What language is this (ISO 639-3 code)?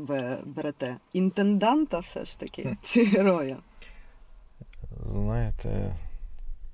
ukr